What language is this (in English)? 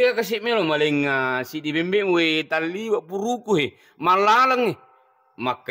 Buginese